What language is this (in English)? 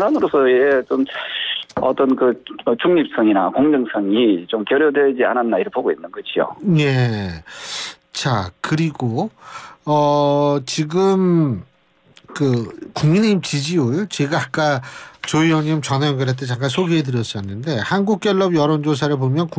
Korean